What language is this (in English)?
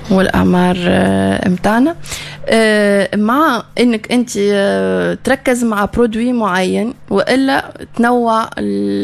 Tunisian Arabic